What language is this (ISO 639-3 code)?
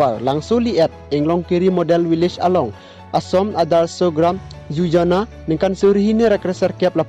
mjw